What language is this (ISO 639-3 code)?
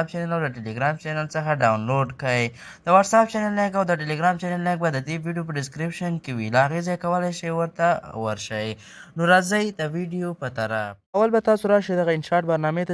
pus